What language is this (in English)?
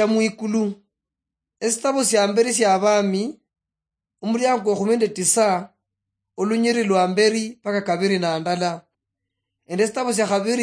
Luyia